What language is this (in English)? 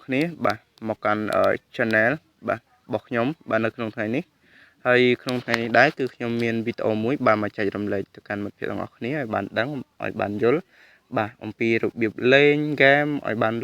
Khmer